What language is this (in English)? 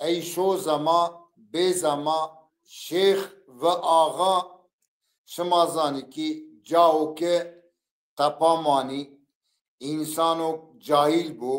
Zaza